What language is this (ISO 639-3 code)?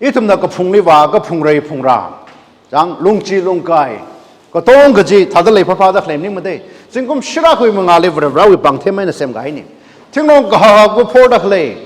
nmf